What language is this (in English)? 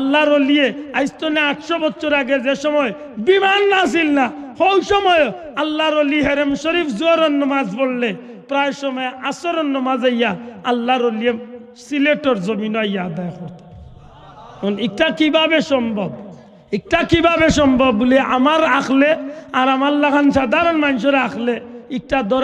Sylheti